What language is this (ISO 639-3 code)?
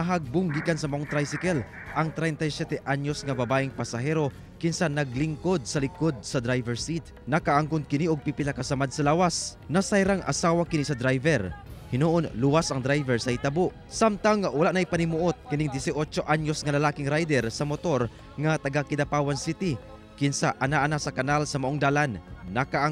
ceb